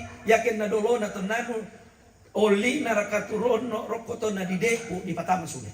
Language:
Toraja-Sa'dan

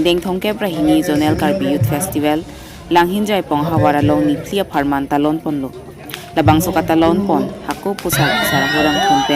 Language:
Karbi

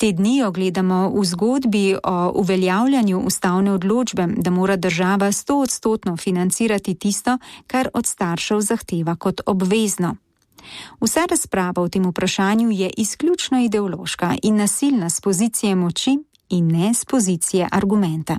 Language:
Slovenian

